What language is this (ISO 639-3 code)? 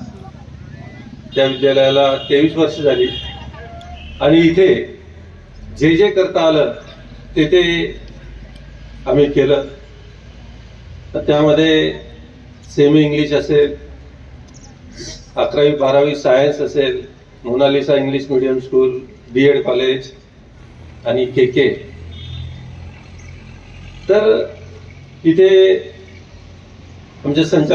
mar